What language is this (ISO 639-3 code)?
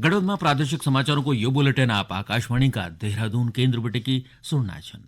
gbm